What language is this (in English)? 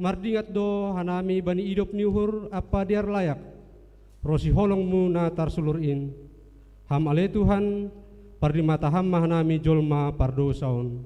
Batak Simalungun